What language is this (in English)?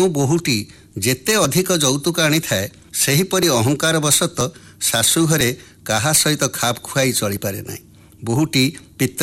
Odia